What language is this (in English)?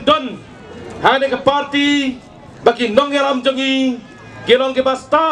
Khasi